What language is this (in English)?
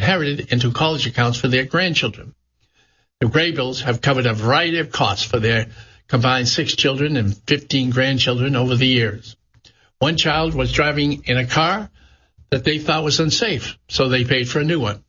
English